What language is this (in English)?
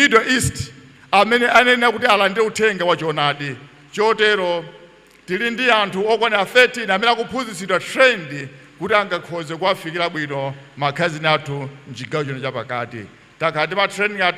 Nyanja